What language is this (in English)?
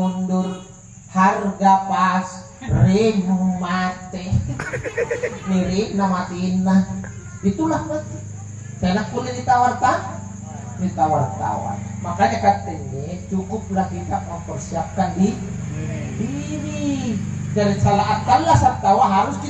Makasar